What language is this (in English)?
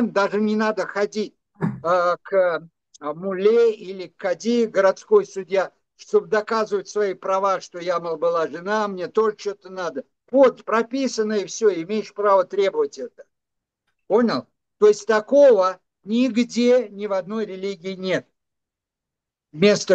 Russian